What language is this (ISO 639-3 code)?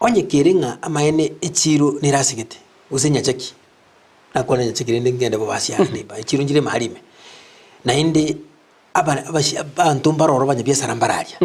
guz